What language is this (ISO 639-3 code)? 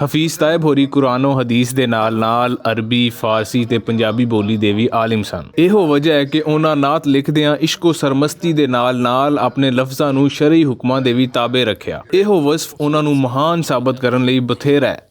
lah